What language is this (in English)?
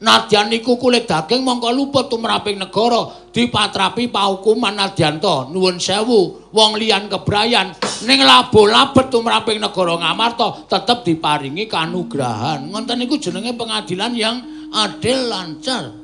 Javanese